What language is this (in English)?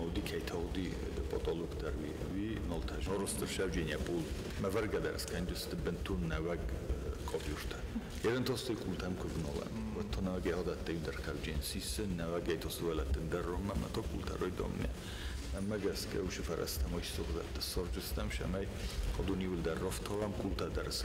Ossetic